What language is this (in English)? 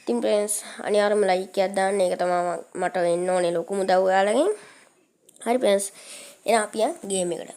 Sinhala